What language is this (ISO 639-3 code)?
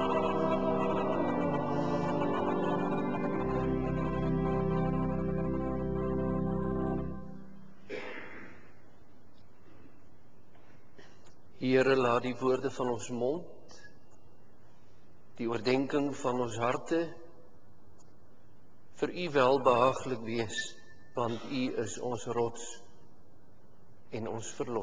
afr